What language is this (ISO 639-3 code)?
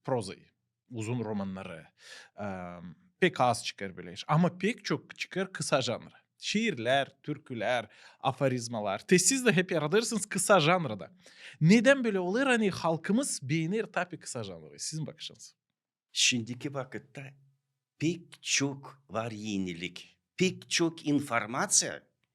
gag